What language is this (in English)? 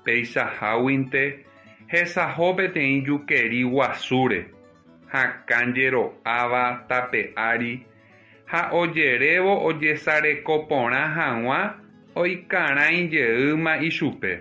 Guarani